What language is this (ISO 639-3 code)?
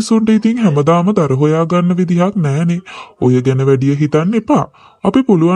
sin